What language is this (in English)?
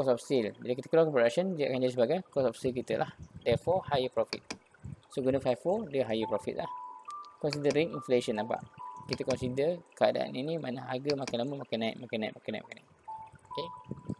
Malay